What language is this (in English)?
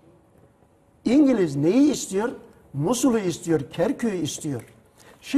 Turkish